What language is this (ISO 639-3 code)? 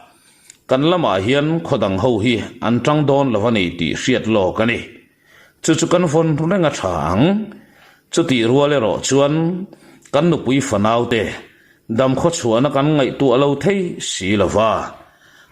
lus